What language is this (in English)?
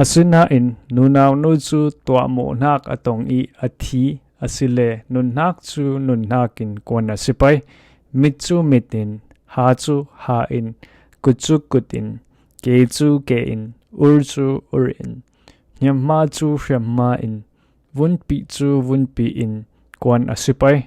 Falam Chin